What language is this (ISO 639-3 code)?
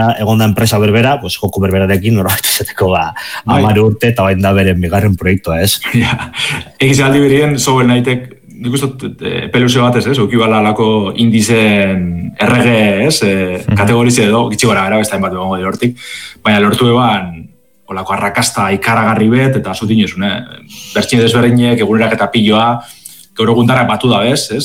eus